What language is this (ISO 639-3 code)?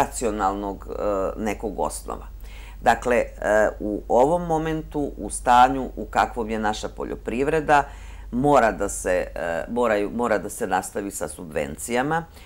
srp